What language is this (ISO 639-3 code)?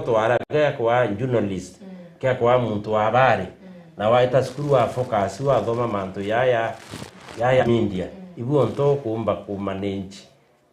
mer